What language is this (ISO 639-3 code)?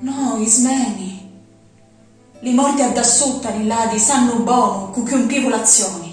scn